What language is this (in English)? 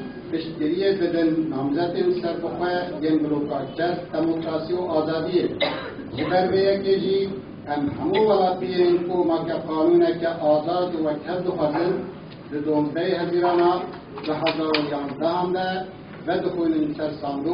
Kurdish